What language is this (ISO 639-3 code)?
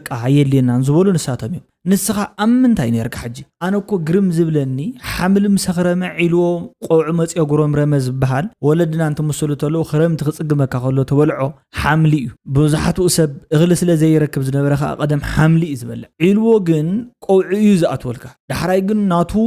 tir